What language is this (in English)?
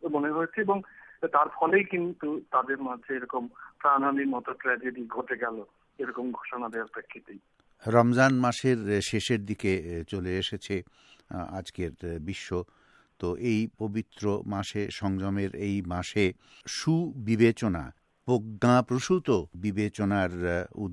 Bangla